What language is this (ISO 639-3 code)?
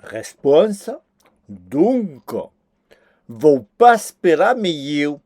oci